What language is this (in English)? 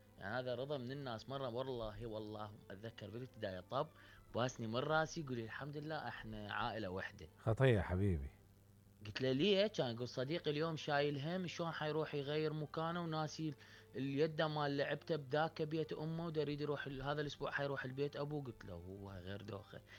Mesopotamian Arabic